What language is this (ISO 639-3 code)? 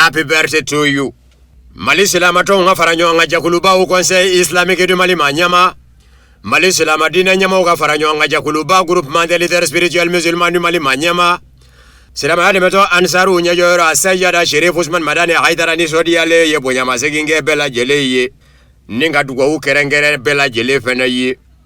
bam